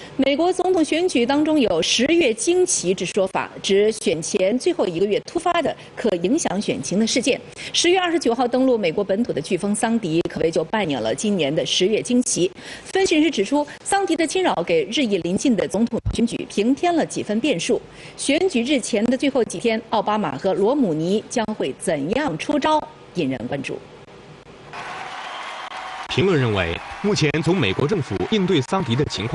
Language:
Chinese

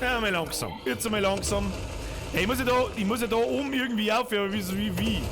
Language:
Bavarian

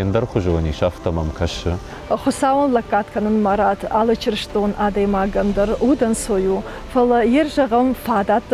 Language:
Ossetic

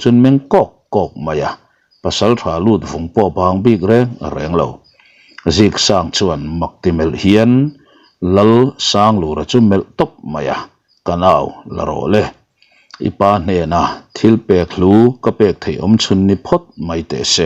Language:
Mizo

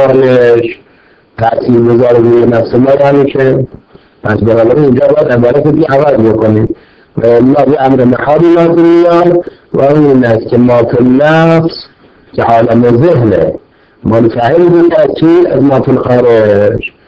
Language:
Persian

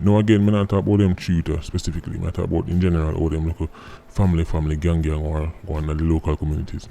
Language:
Jamaican Creole English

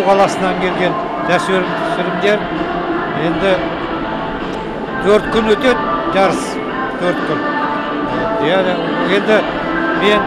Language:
Kazakh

